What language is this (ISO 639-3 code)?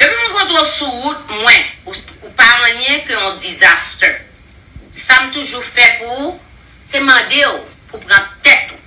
hat